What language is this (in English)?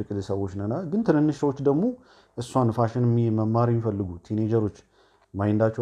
Amharic